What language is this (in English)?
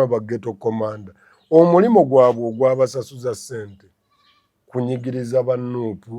Ganda